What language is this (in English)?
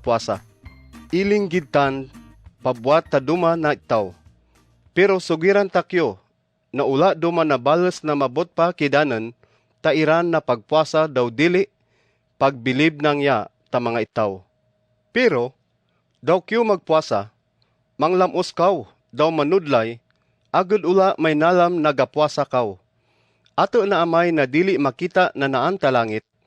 Kagayanen